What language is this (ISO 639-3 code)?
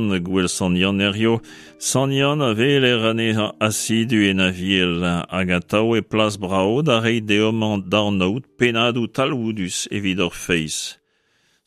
bre